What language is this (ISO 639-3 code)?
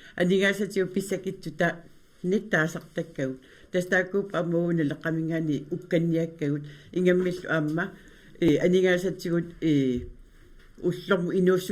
kal